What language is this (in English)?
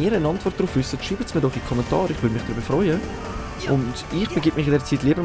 Swiss German